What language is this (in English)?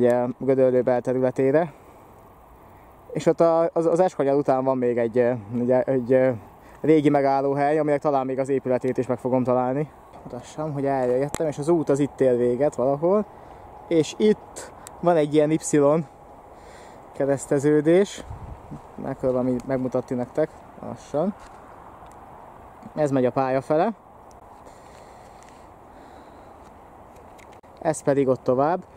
Hungarian